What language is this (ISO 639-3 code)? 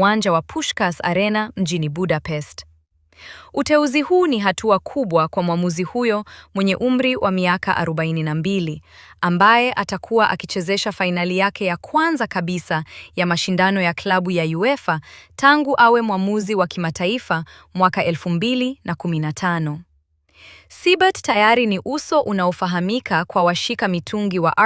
swa